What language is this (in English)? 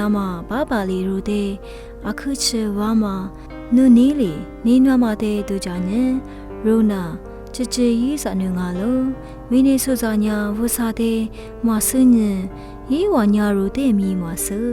Lisu